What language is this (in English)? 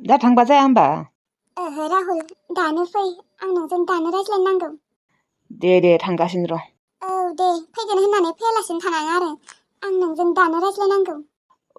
Bodo